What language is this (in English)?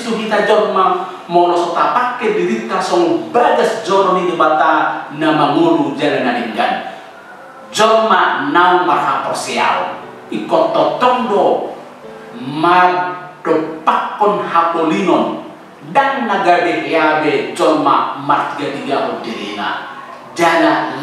Batak Toba